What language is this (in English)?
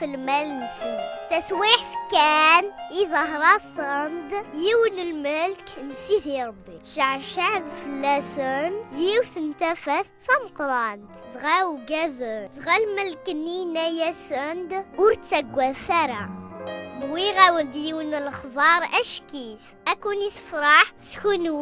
Kabyle